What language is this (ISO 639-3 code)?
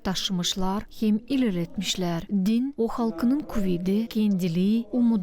gag